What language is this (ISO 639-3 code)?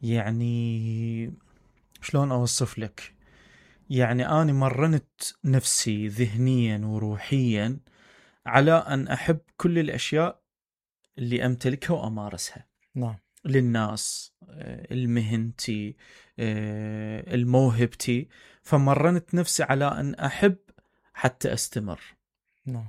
acm